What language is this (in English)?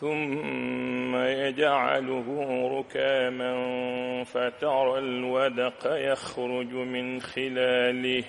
Fula